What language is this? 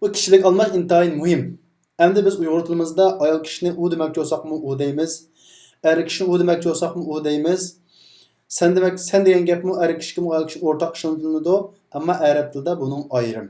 Uyghur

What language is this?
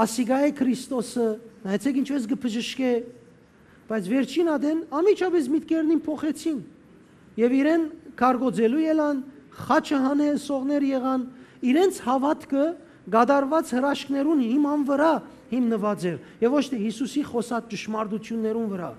Western Armenian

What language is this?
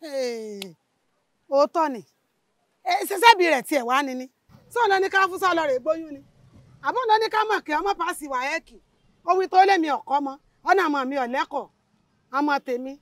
Yoruba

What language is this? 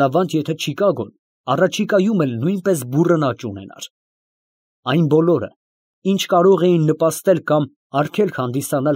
Armenian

